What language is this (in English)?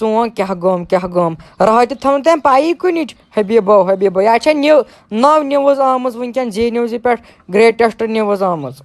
Kashmiri